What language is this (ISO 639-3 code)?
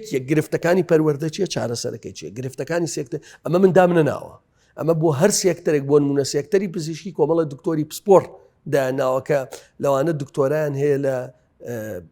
ckb